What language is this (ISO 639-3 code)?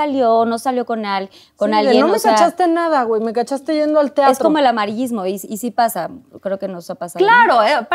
spa